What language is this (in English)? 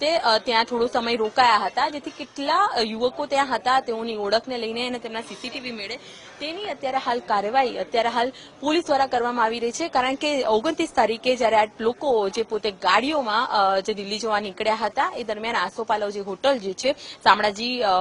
Gujarati